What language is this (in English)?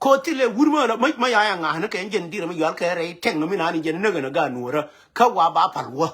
Nuer